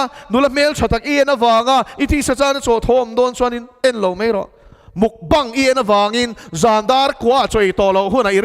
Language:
Mizo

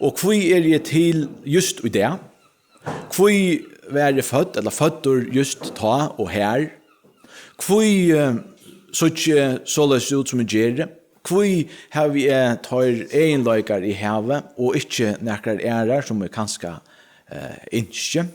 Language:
Faroese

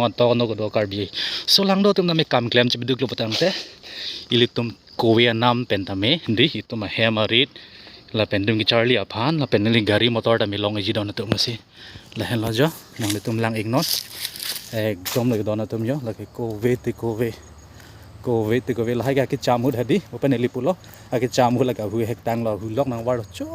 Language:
Karbi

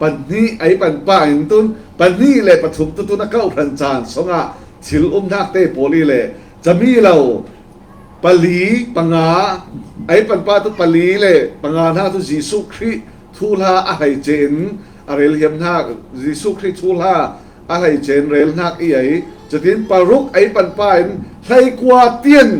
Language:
Falam Chin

